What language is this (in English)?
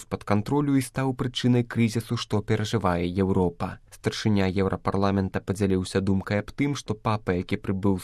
Belarusian